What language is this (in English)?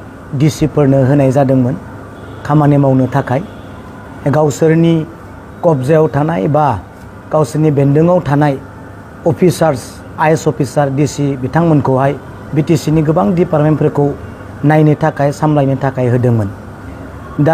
Bodo